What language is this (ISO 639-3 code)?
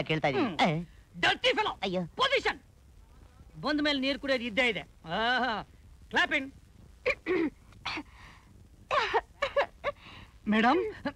kan